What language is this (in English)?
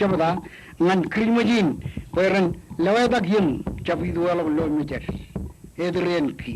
Marshallese